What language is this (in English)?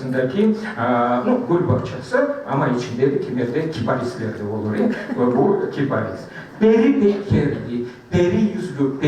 Crimean Tatar